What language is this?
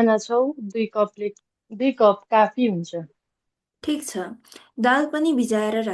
Nepali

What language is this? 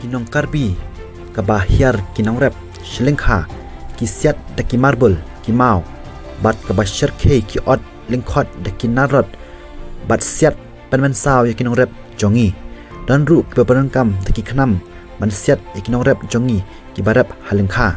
Khasi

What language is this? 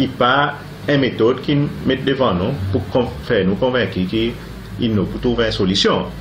Seselwa Creole French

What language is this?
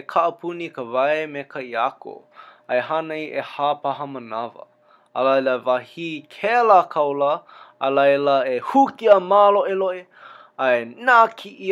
Hawaiian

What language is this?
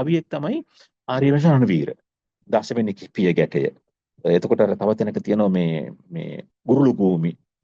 Sinhala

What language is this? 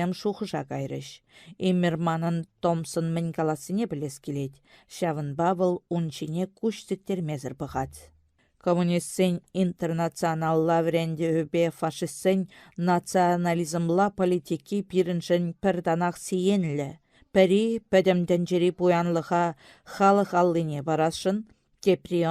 Chuvash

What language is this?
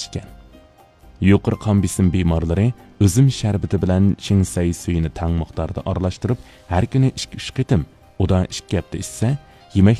Uyghur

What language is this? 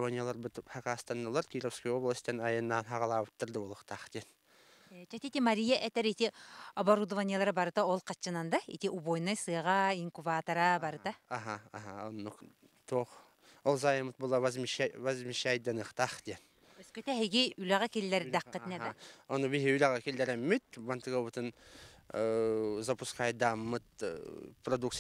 Yakut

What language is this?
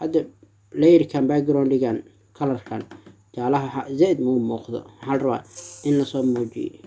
Somali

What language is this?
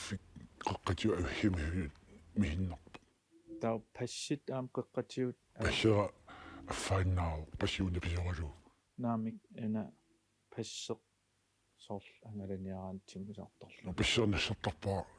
Kalaallisut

